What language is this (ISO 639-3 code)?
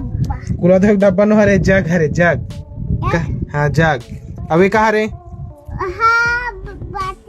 hne